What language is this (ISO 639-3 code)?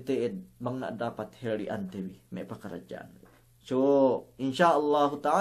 yka